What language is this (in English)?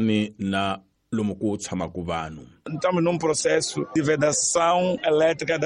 Tsonga